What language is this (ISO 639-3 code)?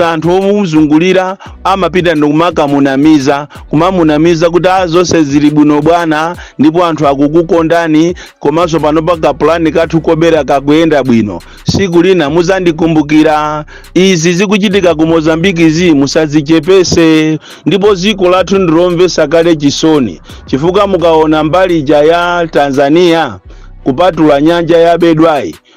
nya